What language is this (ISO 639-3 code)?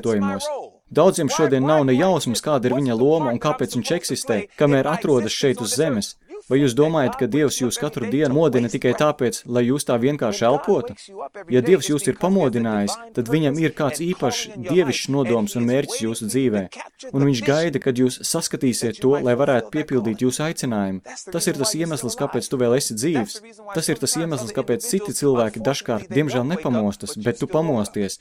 lav